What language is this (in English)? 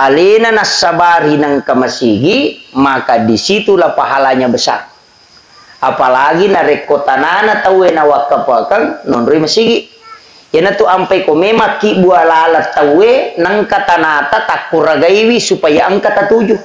Buginese